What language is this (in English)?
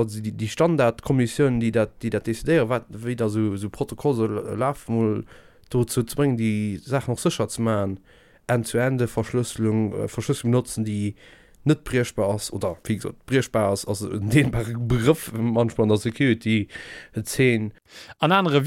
Luxembourgish